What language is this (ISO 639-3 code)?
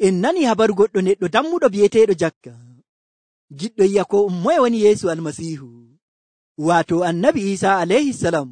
fuv